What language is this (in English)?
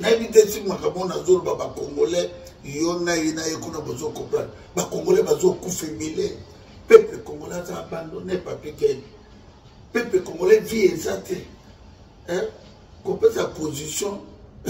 Lingala